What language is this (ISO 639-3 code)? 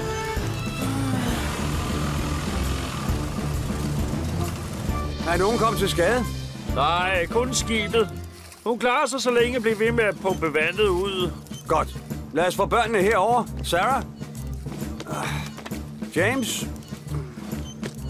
dan